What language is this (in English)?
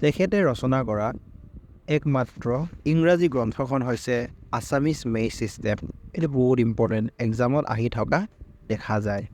Assamese